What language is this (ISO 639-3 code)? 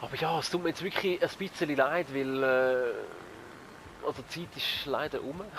gsw